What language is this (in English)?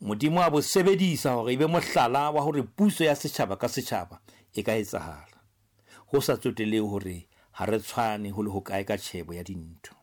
Southern Sotho